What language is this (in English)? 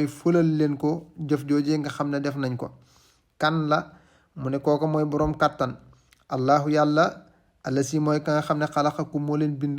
Wolof